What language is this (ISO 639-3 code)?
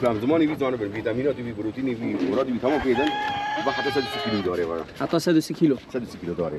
kur